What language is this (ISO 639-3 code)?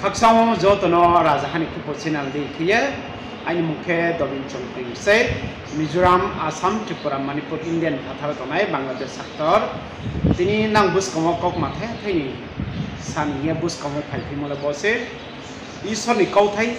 ria